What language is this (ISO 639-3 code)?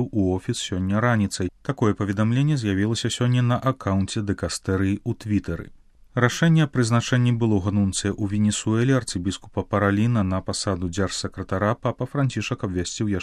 bel